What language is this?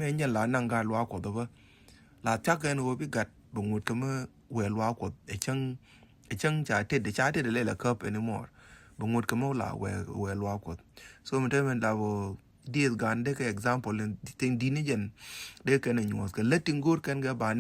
Nuer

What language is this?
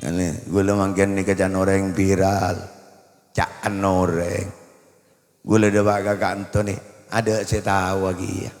Madurese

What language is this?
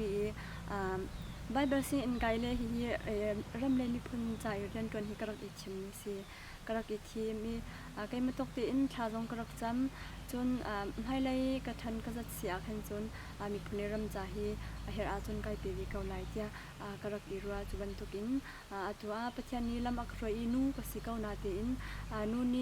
Hakha Chin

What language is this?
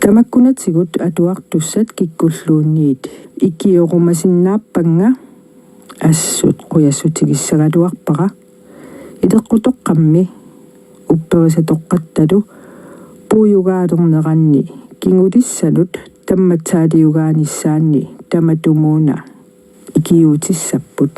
Kalaallisut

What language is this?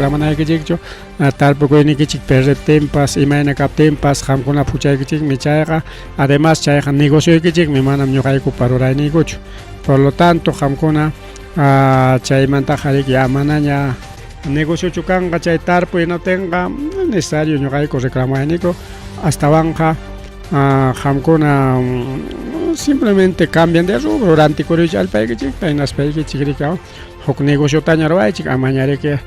Ayacucho Quechua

